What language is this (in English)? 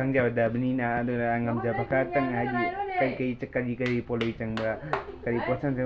Manipuri